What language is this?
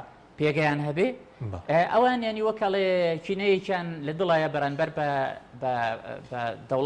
Central Kurdish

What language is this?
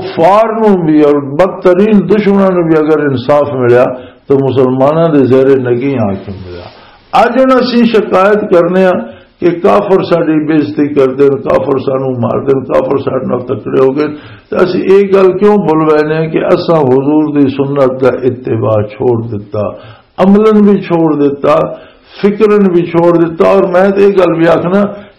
Western Panjabi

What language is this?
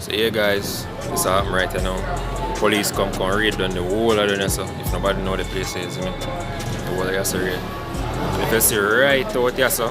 Jamaican Creole English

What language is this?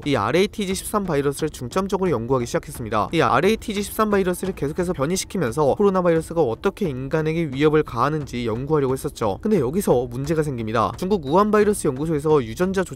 Korean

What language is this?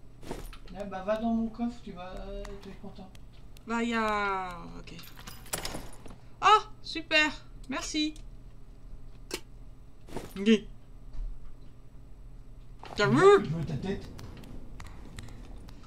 French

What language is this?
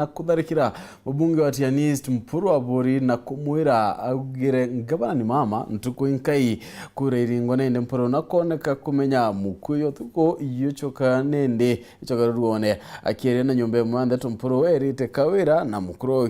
Meru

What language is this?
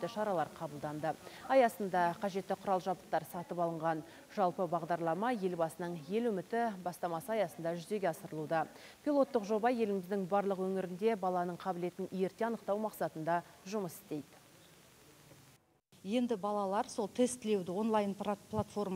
Kazakh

